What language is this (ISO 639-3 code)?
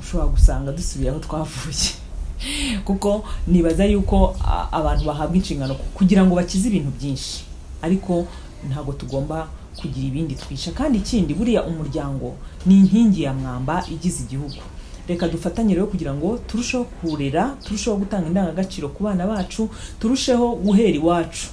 kin